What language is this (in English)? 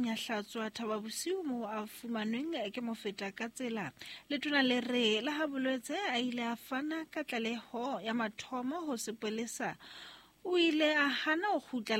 Southern Sotho